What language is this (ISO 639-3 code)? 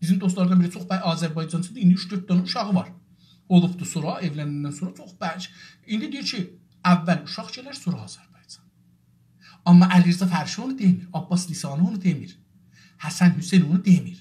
azb